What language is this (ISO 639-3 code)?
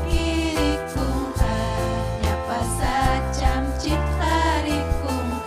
quy